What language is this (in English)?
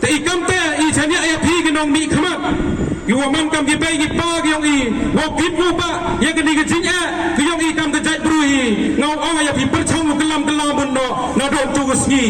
Pnar